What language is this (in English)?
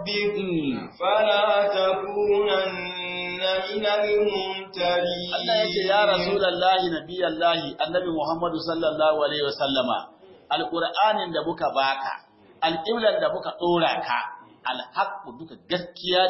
Hausa